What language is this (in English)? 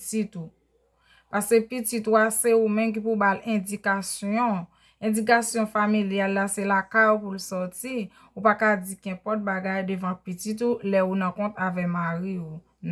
Haitian Creole